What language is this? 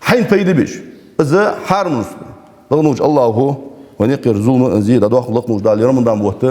Ingush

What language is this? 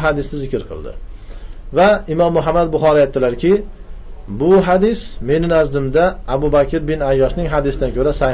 Uzbek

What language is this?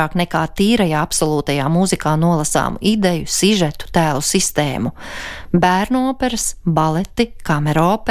Latvian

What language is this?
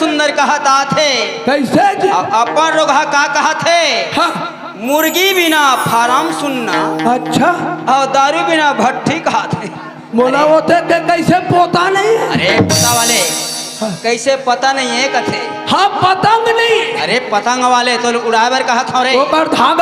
Chhattisgarhi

